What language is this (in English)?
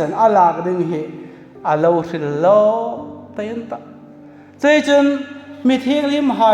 Hmar